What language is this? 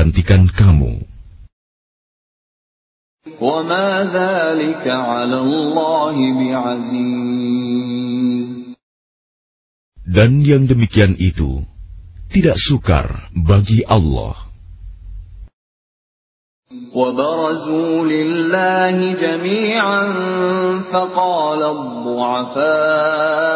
Indonesian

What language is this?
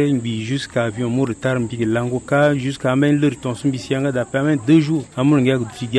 Sango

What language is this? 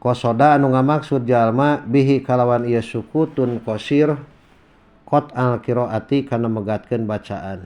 Sundanese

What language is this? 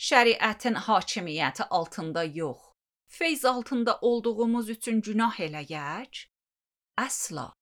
Azerbaijani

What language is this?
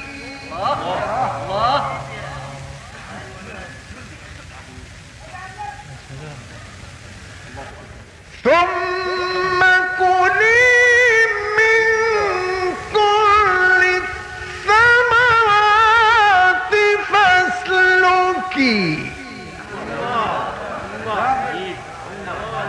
Arabic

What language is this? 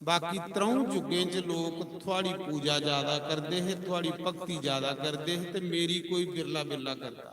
Dogri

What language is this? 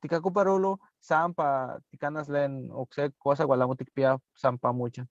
Eastern Huasteca Nahuatl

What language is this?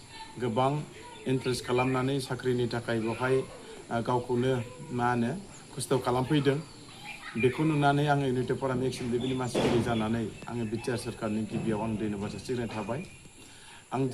Bodo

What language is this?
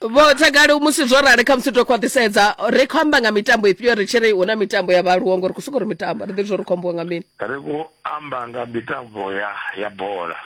Venda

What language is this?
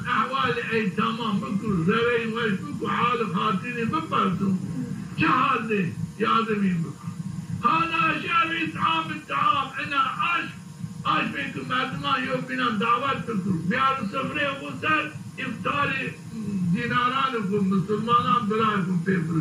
Zaza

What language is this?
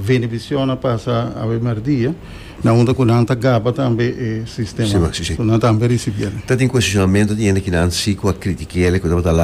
Papiamento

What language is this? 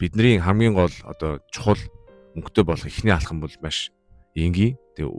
Mongolian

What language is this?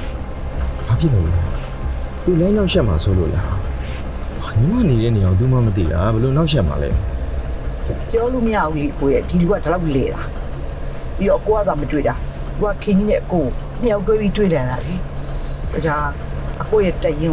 Burmese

